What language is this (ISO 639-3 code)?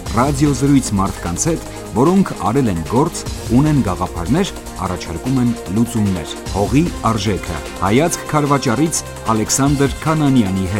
hye